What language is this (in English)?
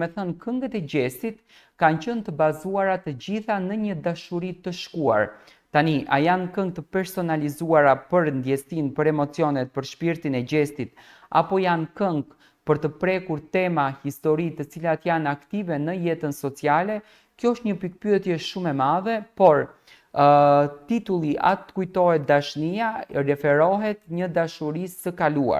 Albanian